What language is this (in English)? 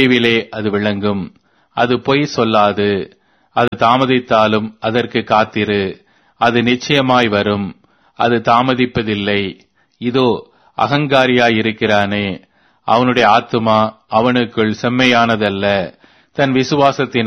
Tamil